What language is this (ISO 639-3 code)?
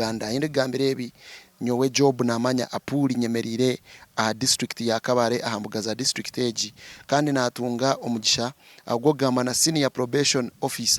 nyn